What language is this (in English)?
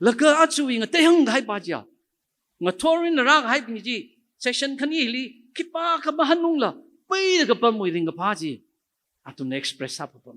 Tangkhul Naga (India)